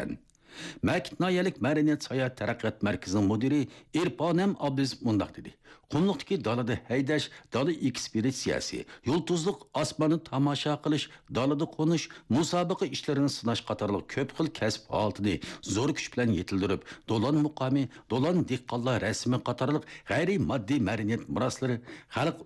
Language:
Uyghur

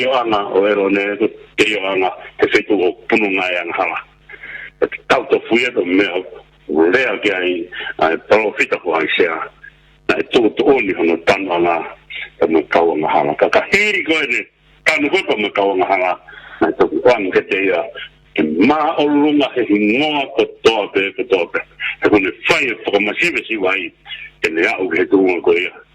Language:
Tongan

